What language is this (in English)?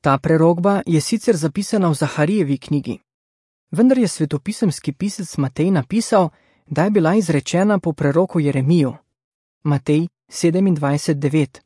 Slovenian